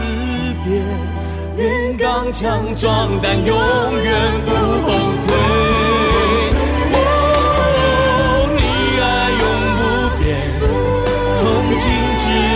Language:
Chinese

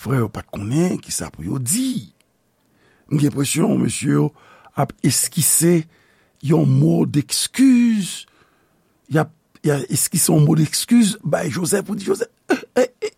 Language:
Haitian Creole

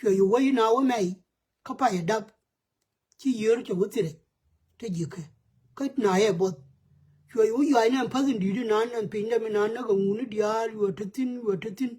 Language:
Nuer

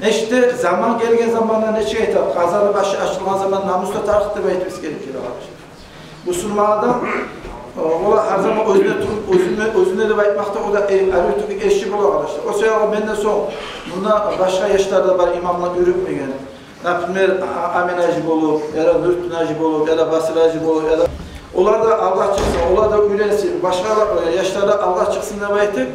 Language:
Kumyk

